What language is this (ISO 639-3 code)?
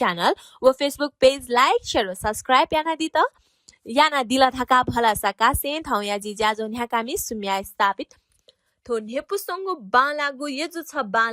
new